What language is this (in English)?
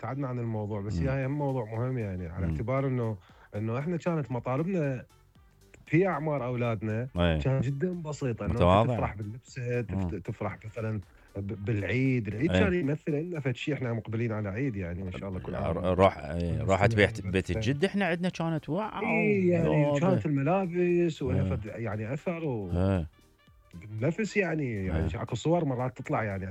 Mesopotamian Arabic